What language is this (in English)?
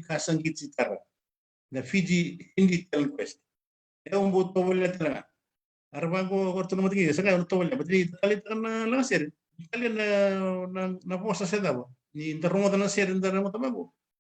Fijian